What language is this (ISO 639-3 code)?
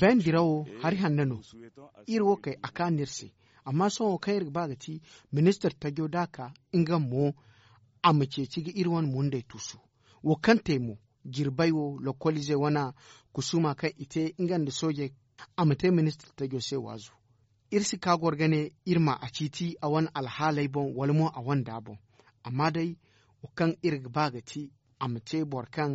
dje